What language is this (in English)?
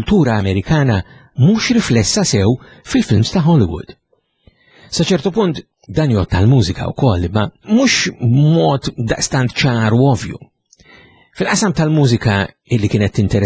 Maltese